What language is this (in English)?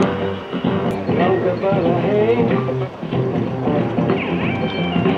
Icelandic